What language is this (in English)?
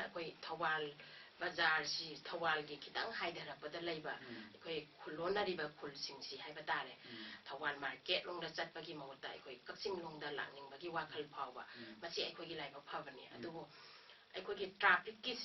Manipuri